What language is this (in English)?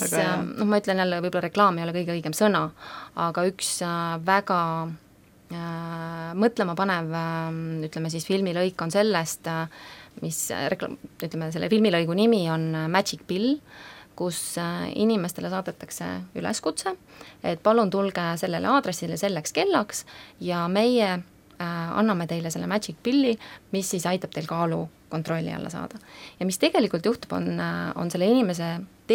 Estonian